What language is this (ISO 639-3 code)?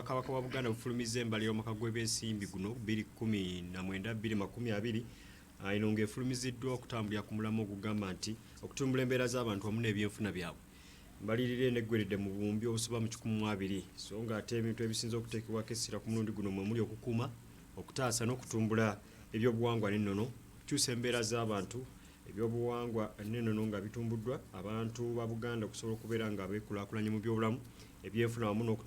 lug